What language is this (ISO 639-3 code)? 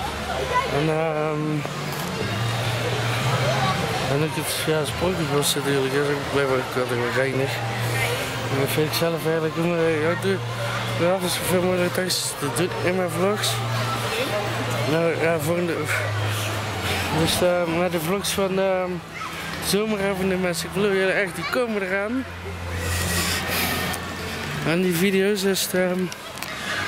nld